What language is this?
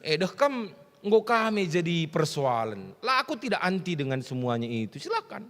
Batak Karo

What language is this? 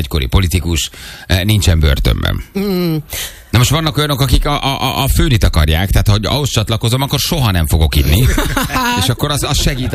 Hungarian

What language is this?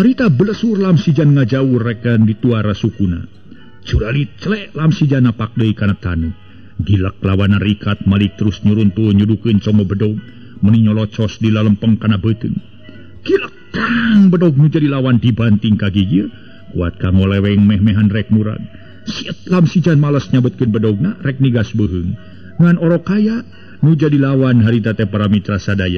Sundanese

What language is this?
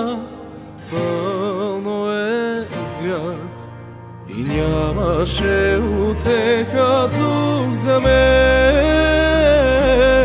Bulgarian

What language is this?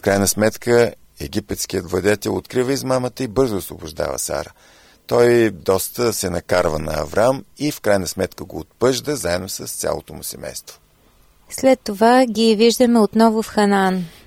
Bulgarian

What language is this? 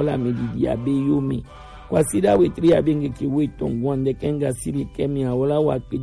Gen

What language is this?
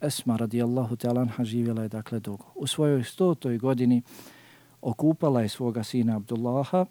Bosnian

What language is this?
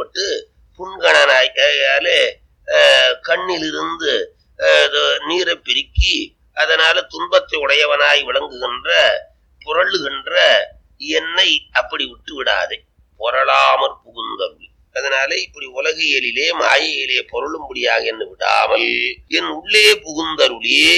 Tamil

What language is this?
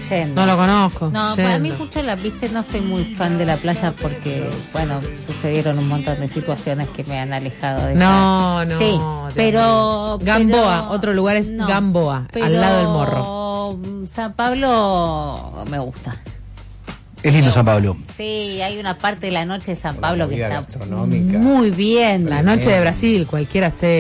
Spanish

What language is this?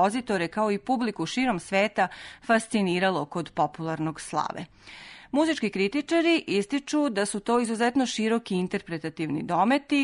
Serbian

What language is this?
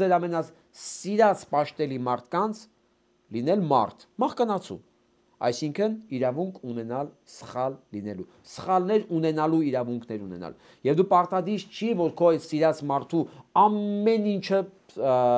Armenian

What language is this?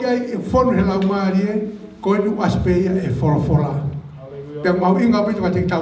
Tongan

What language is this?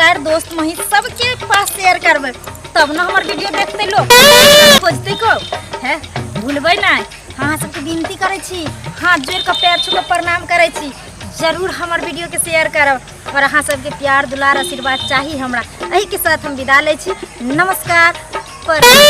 Maithili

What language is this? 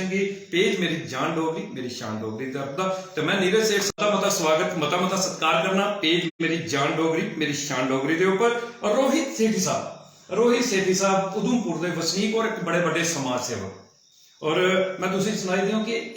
Dogri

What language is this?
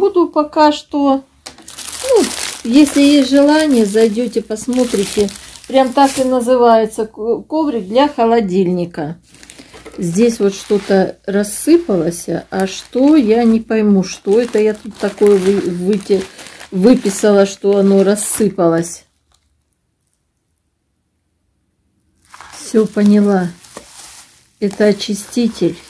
Russian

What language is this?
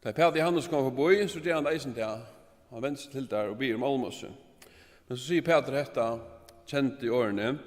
Faroese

